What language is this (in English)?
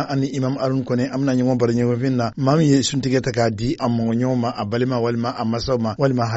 Somali